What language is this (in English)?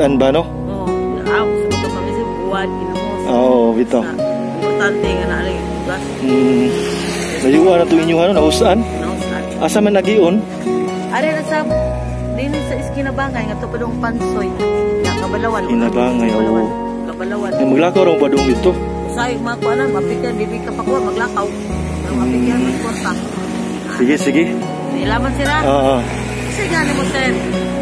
Cebuano